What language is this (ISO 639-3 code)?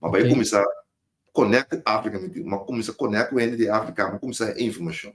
pap